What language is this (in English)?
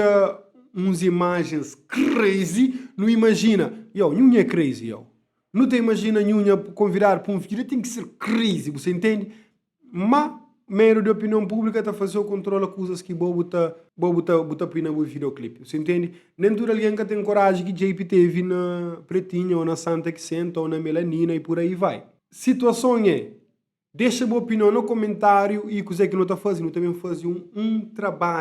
Kabuverdianu